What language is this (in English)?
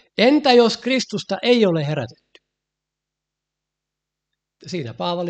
Finnish